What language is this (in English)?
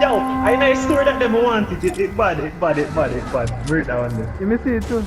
Jamaican Creole English